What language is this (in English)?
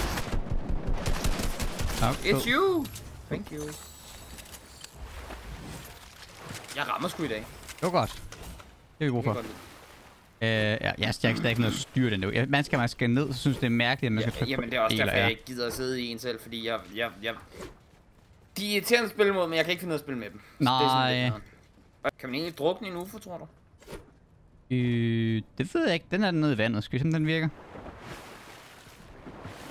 Danish